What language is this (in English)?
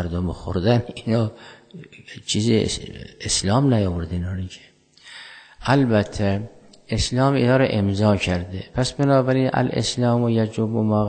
Persian